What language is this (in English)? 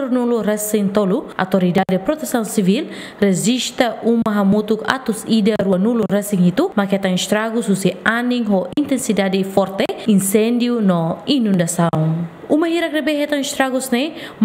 Tetum